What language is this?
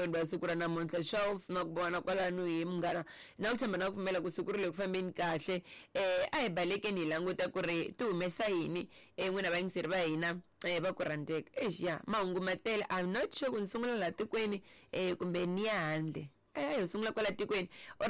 Tsonga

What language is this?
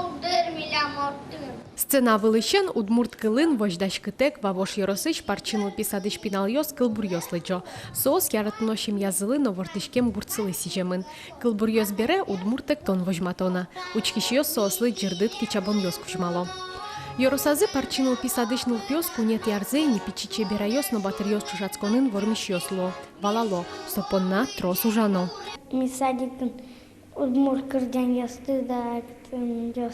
Udmurt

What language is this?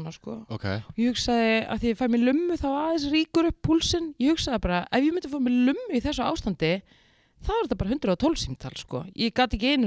Icelandic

